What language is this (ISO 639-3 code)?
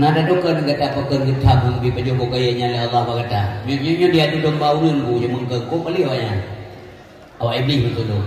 ace